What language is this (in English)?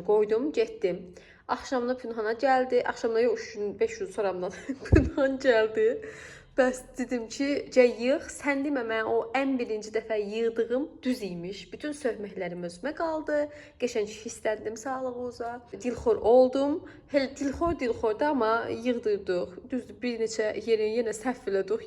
Azerbaijani